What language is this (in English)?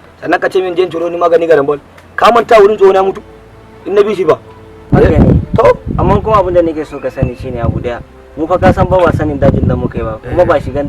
Hausa